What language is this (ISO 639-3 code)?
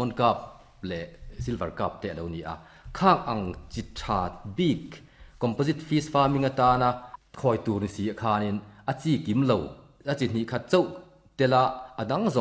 lus